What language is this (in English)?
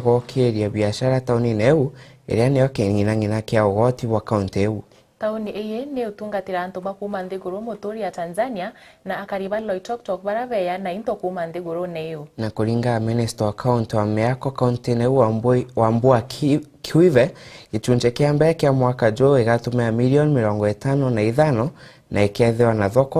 Meru